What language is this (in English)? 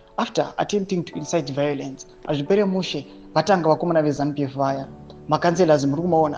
Shona